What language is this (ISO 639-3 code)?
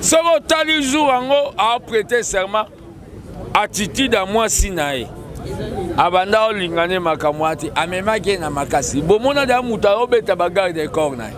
lin